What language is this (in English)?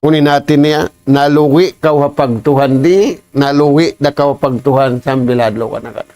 Tausug